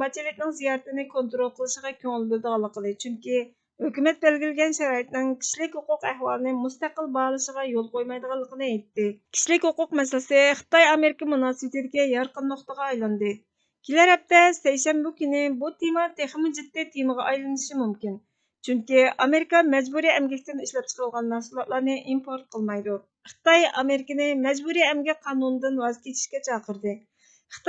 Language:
Uyghur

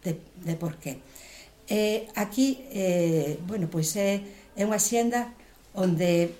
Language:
Galician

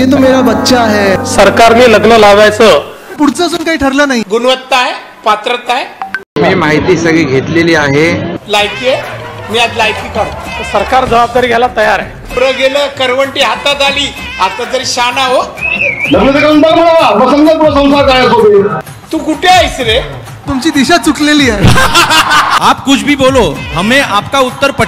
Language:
Marathi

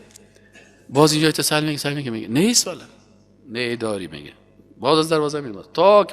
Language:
Persian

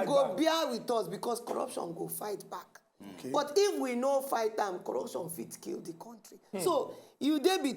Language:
Nigerian Pidgin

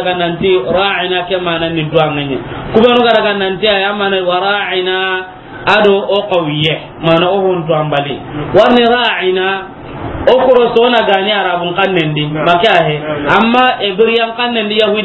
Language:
Soninke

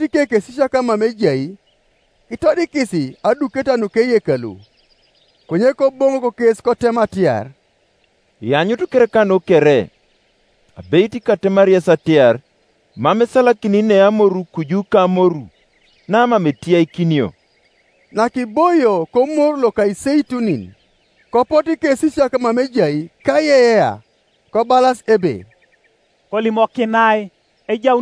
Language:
Teso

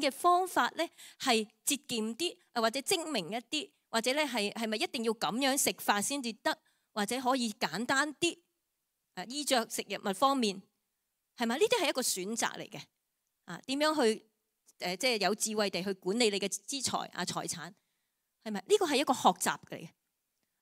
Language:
Cantonese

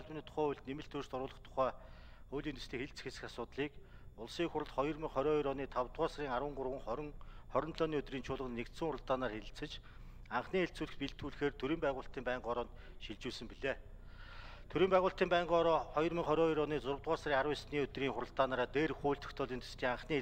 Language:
Mongolian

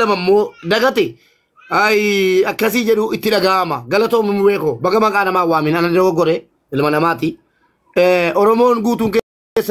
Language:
Oromo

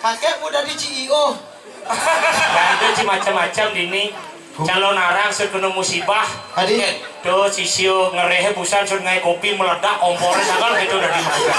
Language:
Balinese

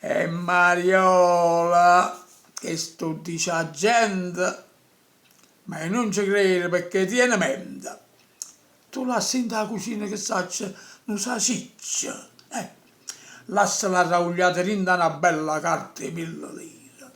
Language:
Neapolitan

